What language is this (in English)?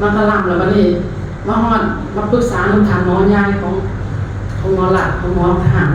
Lao